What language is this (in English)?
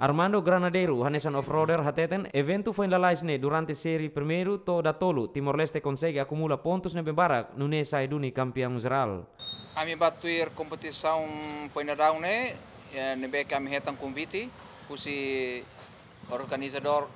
Tetum